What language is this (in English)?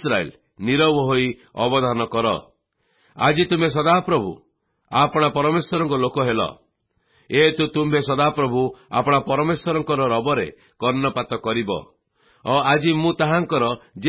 Odia